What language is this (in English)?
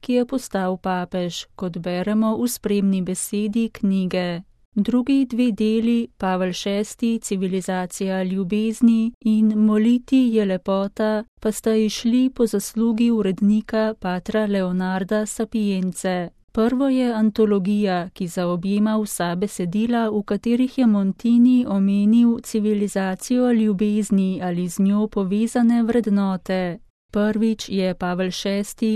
Slovenian